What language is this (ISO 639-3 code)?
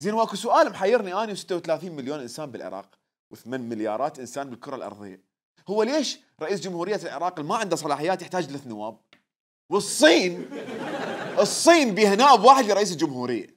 acm